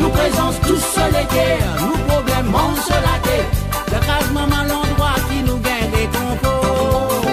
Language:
Morisyen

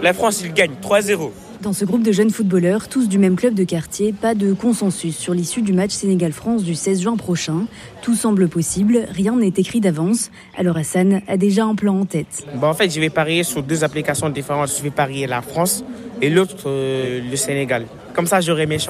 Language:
French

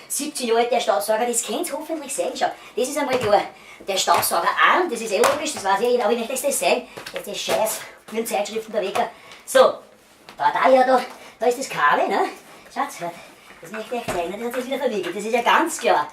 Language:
Bavarian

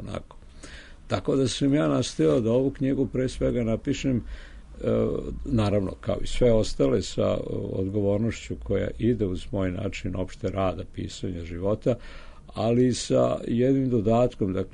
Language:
Serbian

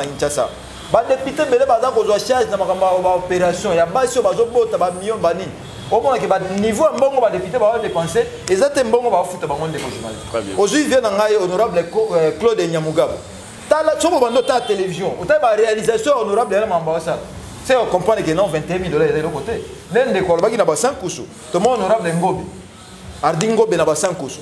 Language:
Lingala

